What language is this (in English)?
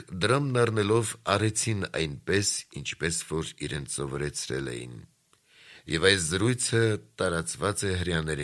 Armenian